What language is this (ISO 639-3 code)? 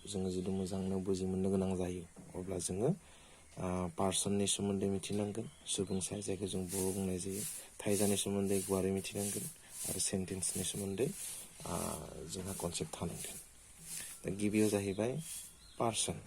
brx